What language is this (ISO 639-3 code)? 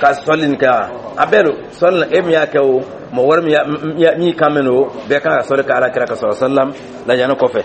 dyu